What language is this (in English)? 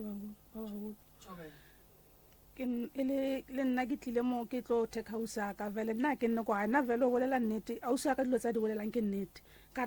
Northern Sotho